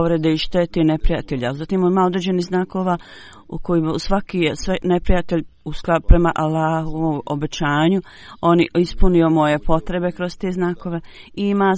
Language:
Bosnian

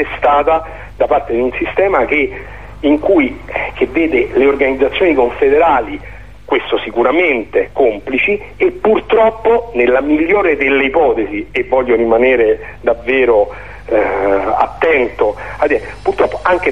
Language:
Italian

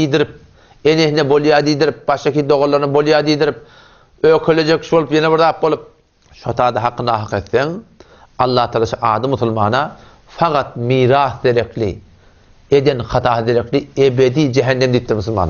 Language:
Turkmen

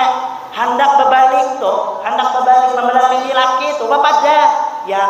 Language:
Banjar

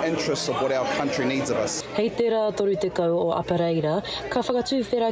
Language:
Māori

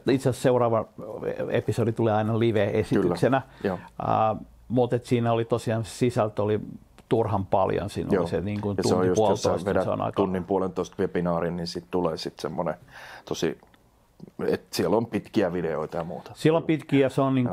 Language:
Finnish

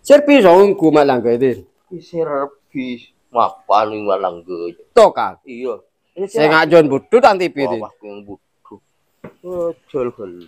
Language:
Madurese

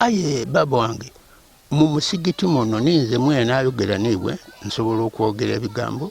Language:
Ganda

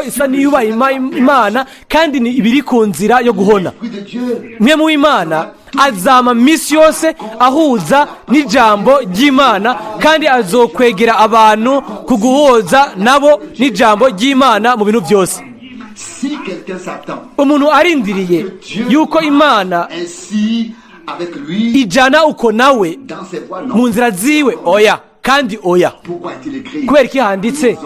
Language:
Rundi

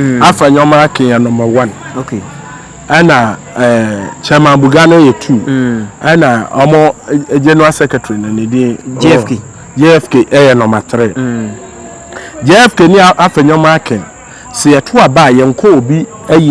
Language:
Akan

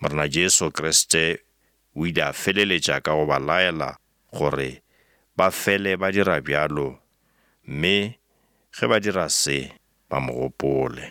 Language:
Northern Sotho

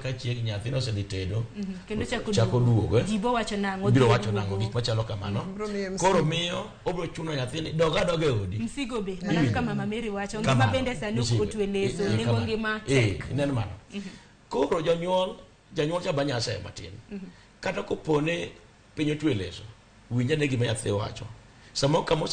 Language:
Luo (Kenya and Tanzania)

